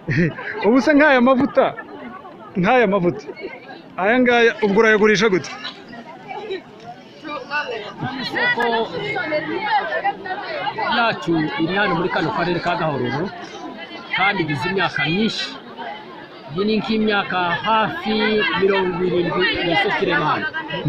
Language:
Kinyarwanda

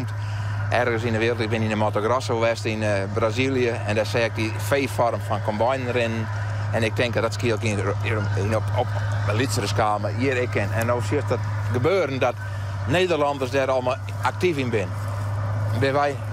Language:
Western Frisian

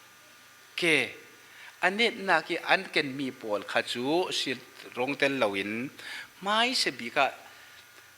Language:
Falam Chin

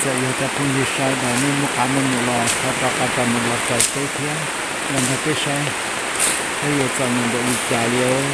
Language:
Hmong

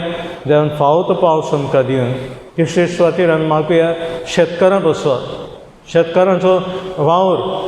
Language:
Konkani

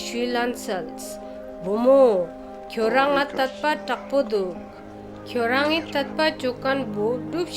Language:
Ladakhi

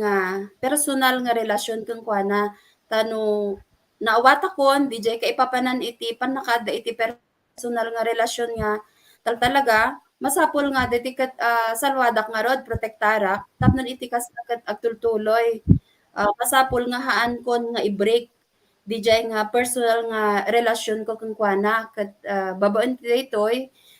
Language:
Iloko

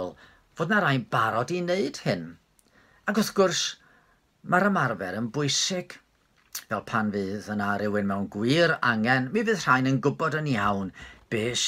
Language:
Welsh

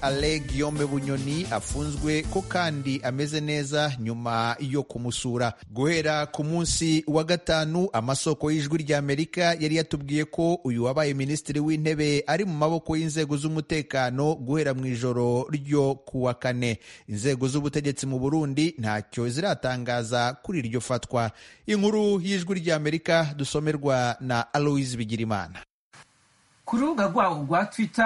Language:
Kinyarwanda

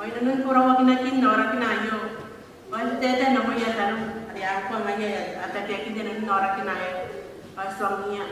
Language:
Gilbertese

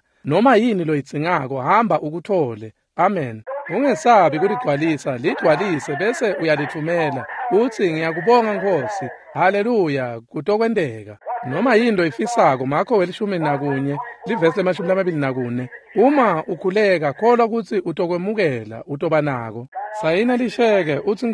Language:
Swati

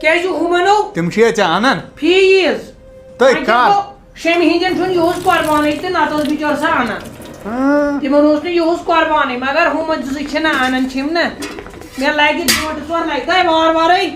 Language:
Kashmiri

